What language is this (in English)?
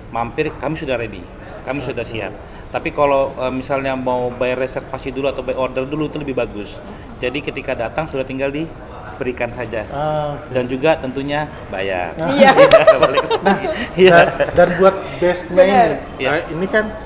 Indonesian